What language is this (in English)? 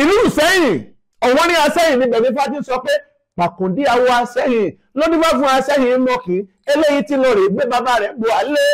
Yoruba